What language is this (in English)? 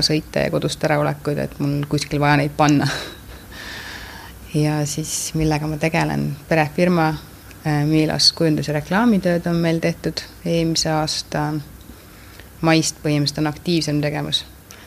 Estonian